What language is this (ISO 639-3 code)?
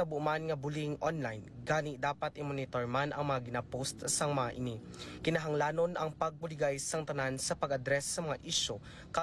hil